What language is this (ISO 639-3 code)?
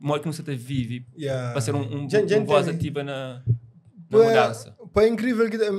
kea